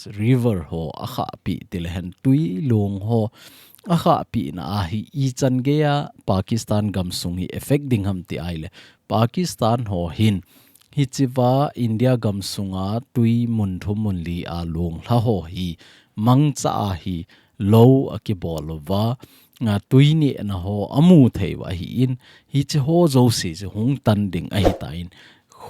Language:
Thado Chin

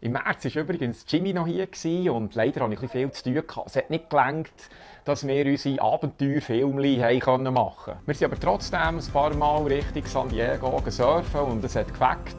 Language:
Swiss German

